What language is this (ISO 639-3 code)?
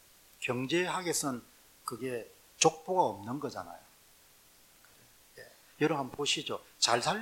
kor